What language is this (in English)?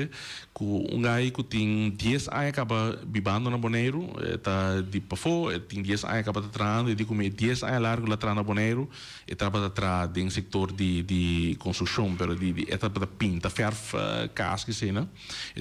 Papiamento